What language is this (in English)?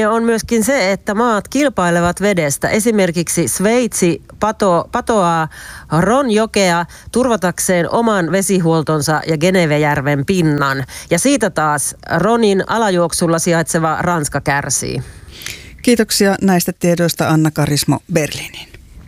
Finnish